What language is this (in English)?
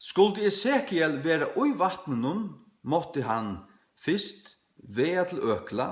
Faroese